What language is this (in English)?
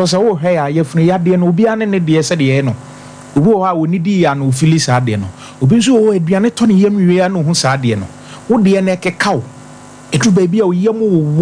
Akan